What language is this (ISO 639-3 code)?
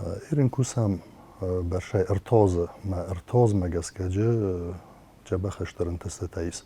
oss